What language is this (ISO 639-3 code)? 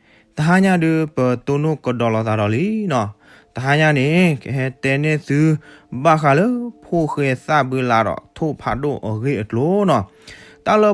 ksw